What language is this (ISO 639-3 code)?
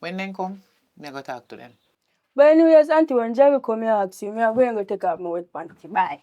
jam